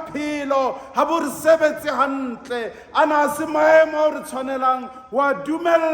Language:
Southern Sotho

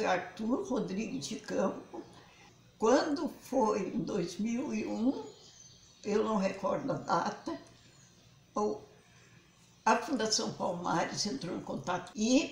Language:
Portuguese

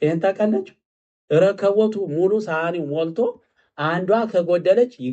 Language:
Amharic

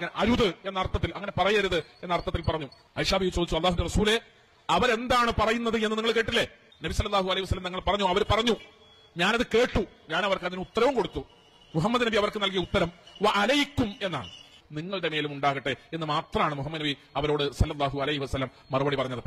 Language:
Malayalam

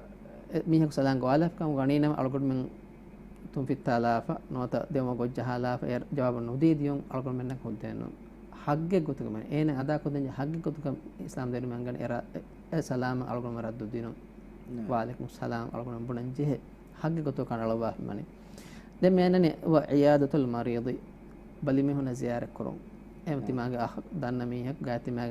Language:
Divehi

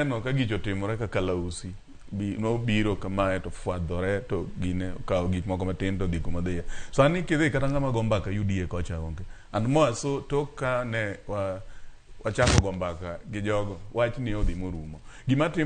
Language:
Luo (Kenya and Tanzania)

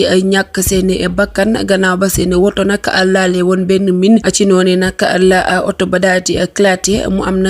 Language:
Wolof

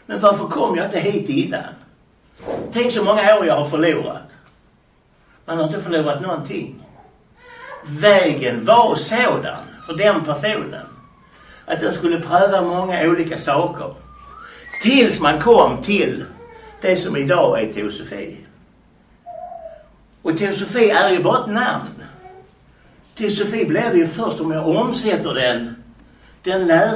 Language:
Swedish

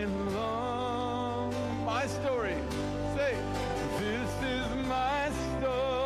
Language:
Ewe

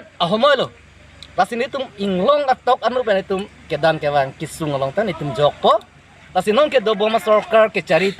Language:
Karbi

